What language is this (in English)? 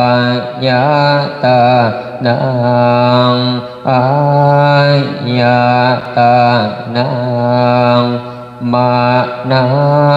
Pali